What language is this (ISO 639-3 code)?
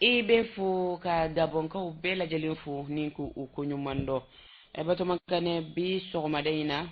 bam